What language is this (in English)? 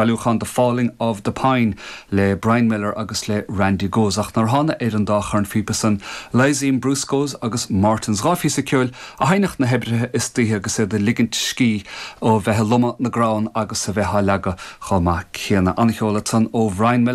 Irish